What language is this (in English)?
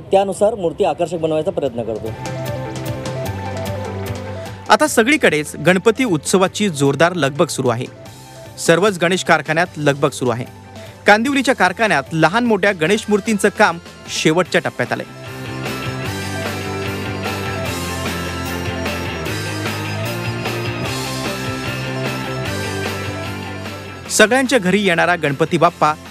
Marathi